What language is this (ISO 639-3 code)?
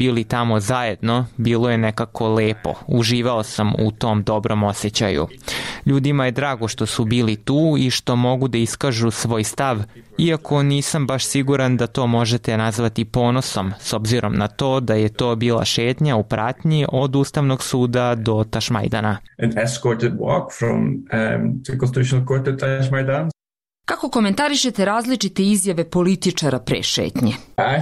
hrv